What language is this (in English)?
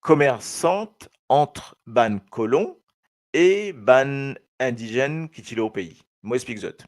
Morisyen